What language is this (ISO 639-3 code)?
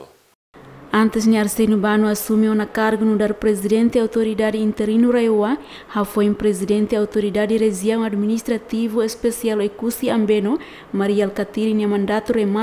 tet